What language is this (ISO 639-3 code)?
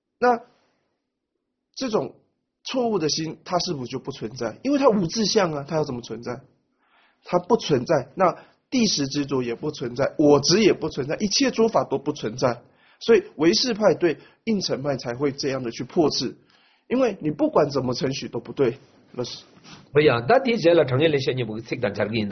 zho